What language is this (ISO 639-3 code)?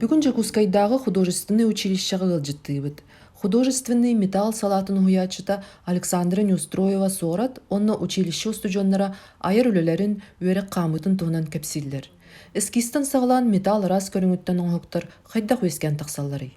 sah